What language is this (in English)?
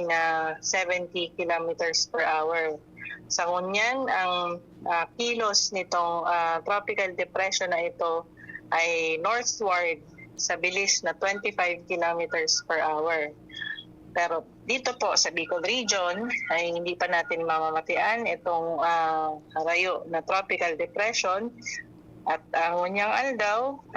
Bikol